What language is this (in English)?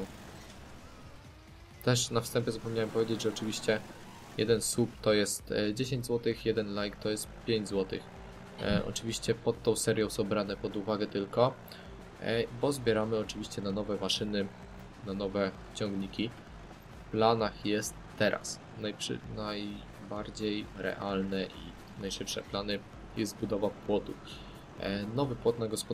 Polish